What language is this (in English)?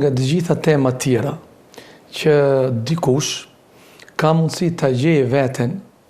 Albanian